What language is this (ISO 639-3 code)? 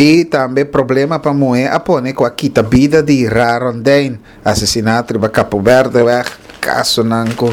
pap